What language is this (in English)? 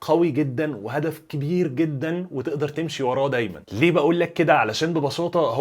Egyptian Arabic